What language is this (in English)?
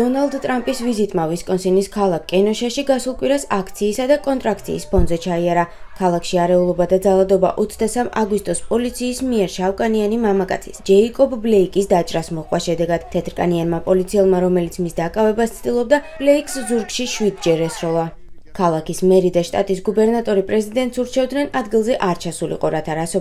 Georgian